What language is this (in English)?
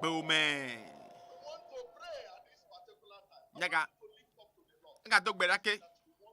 Ewe